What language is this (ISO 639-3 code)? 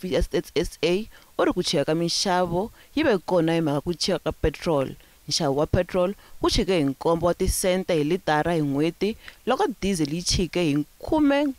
tso